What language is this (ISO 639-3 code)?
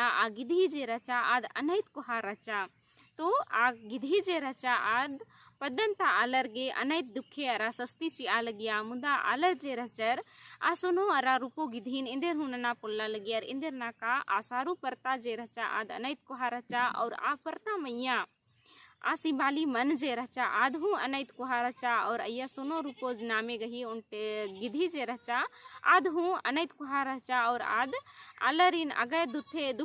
kru